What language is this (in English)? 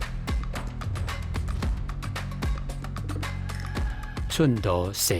Hakka Chinese